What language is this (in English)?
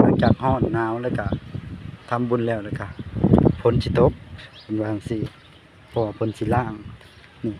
Lao